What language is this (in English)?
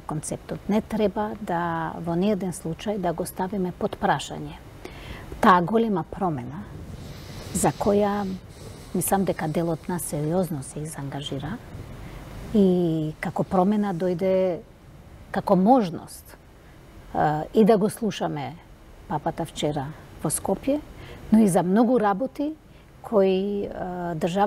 Macedonian